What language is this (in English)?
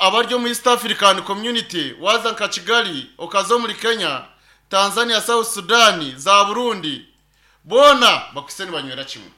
Nyankole